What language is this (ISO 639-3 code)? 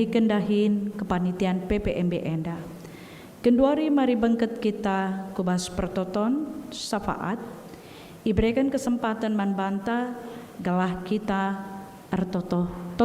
btx